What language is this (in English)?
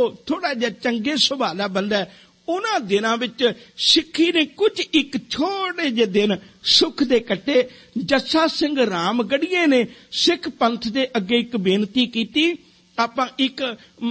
Punjabi